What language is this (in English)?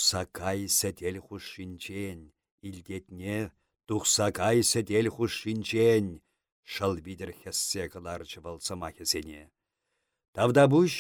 Chuvash